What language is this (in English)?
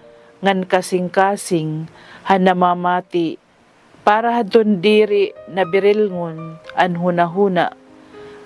Waray